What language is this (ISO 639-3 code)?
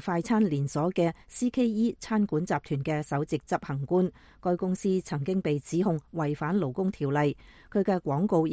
yue